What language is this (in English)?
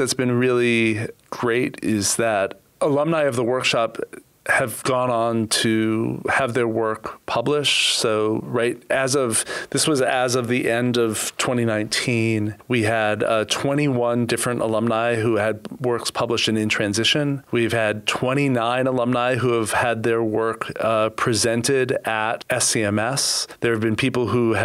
English